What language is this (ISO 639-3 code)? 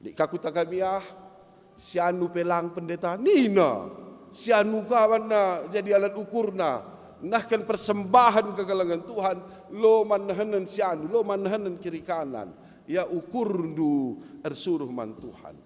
btx